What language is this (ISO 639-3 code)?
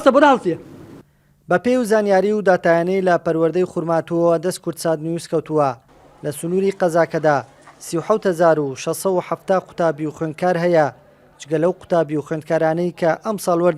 ckb